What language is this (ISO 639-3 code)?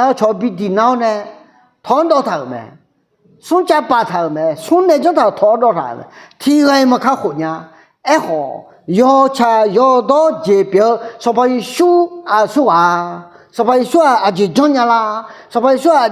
ahk